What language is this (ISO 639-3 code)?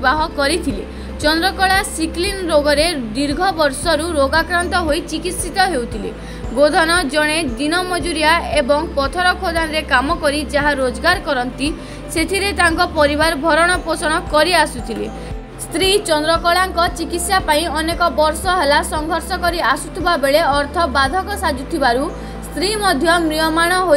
ori